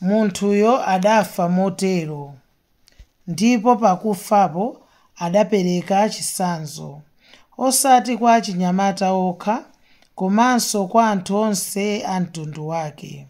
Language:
Nyanja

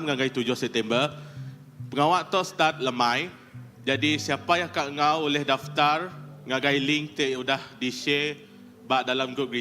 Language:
Iban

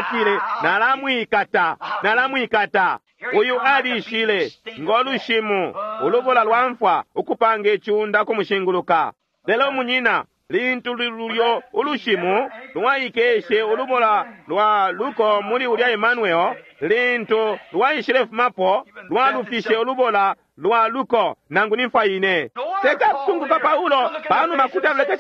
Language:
Bemba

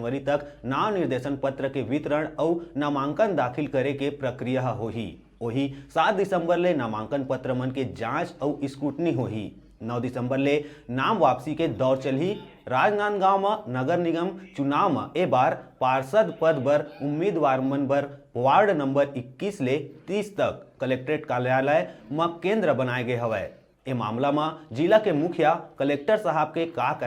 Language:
Chhattisgarhi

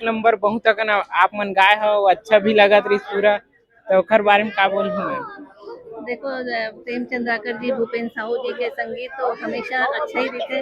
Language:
Chhattisgarhi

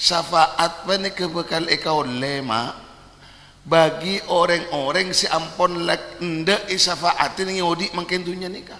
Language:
Madurese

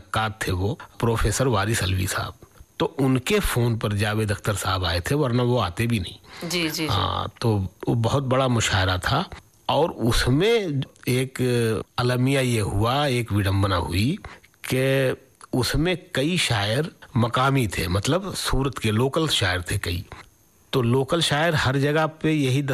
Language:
Hindi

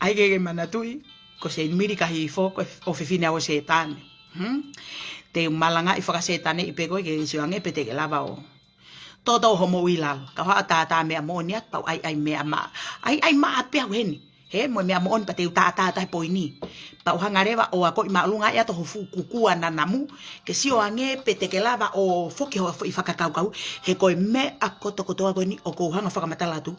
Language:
Tongan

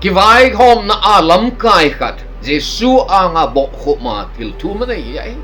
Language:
Thado Chin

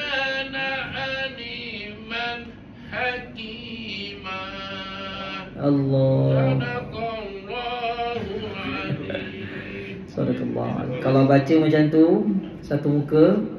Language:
Malay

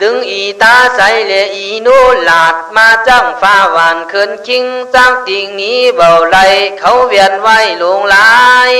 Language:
Khün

